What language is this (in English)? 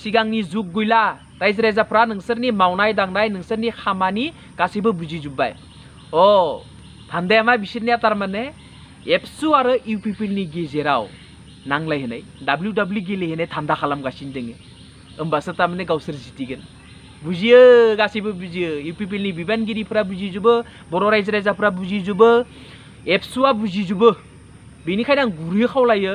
Bodo